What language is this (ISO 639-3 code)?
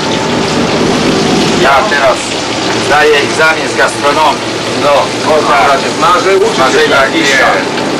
pol